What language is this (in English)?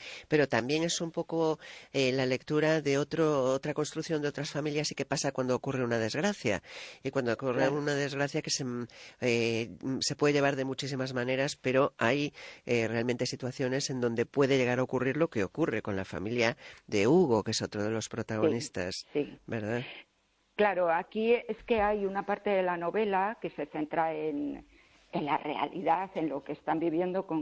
Spanish